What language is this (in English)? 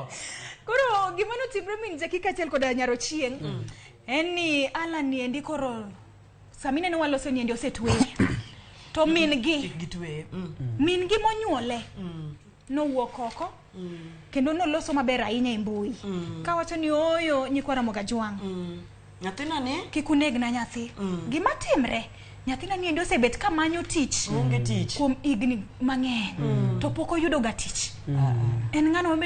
Luo (Kenya and Tanzania)